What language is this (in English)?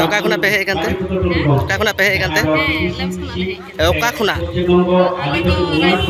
Santali